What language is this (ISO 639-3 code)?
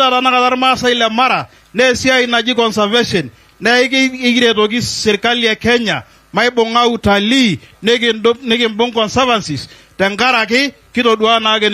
mas